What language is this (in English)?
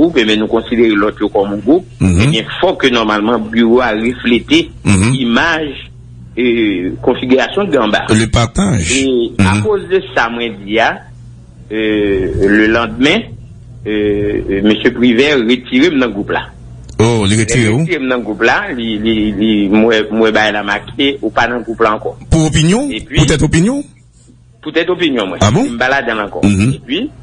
Haitian Creole